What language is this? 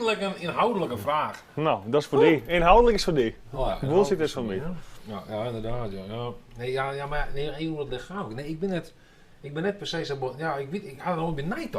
Western Frisian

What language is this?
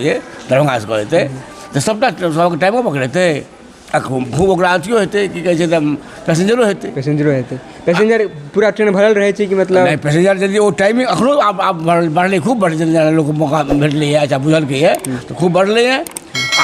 Maithili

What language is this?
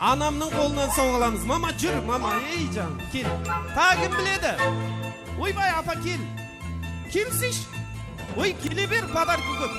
Kara-Kalpak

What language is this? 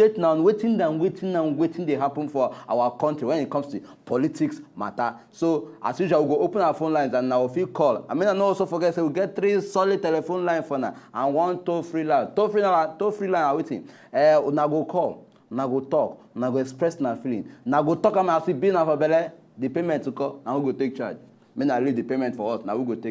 Nigerian Pidgin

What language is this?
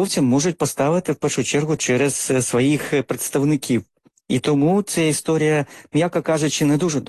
Ukrainian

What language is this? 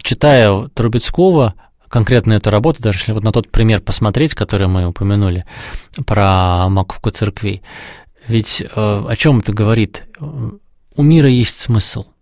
Russian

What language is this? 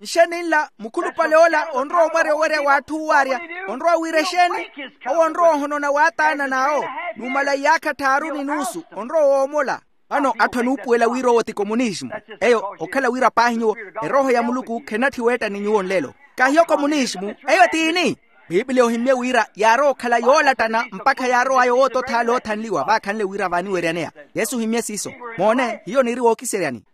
Makhuwa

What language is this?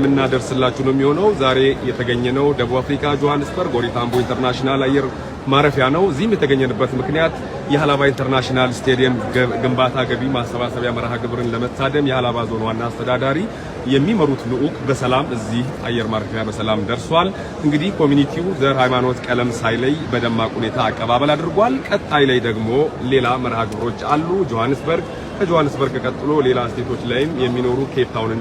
Amharic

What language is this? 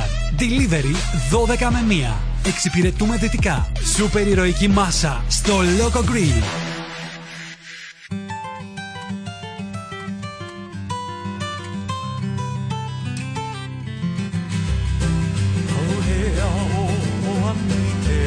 Greek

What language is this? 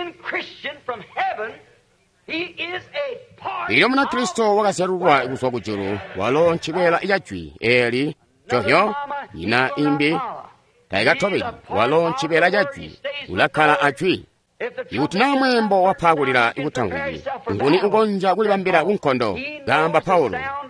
Tonga (Zambia)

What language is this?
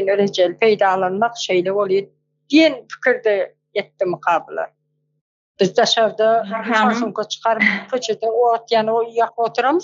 Turkmen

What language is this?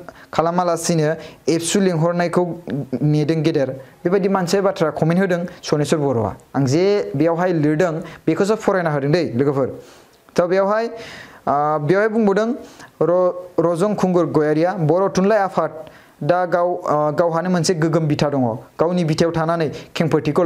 Bodo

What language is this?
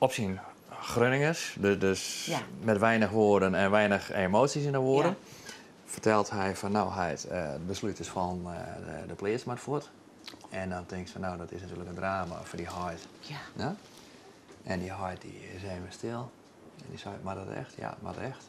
Western Frisian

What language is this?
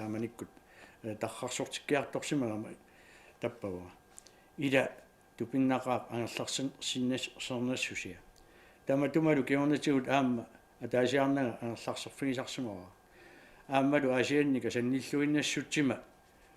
Kalaallisut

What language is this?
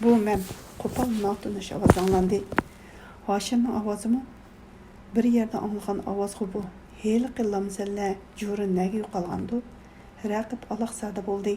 Uyghur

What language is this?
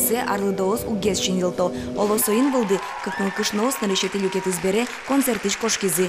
Udmurt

